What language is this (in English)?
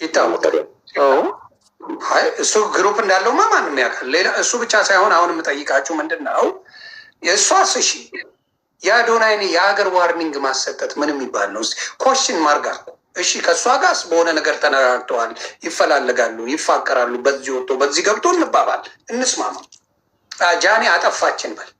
Amharic